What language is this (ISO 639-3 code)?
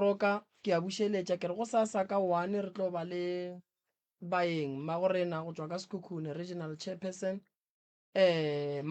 nso